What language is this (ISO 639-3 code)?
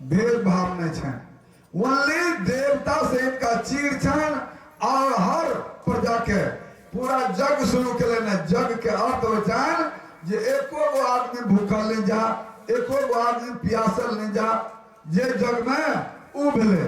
mai